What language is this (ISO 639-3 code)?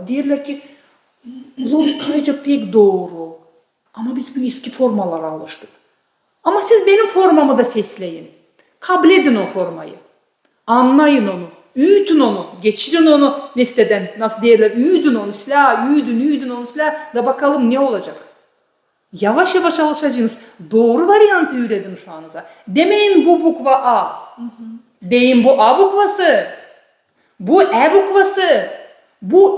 gag